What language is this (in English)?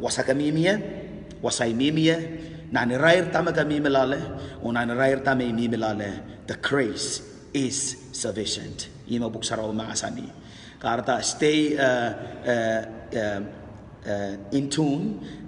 Pohnpeian